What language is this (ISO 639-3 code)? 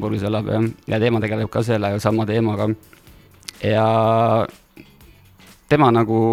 est